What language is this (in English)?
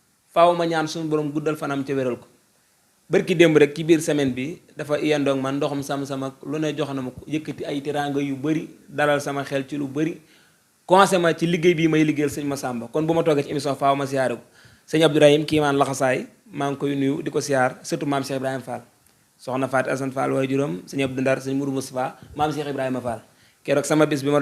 Wolof